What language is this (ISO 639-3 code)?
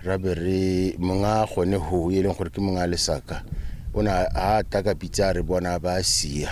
tsn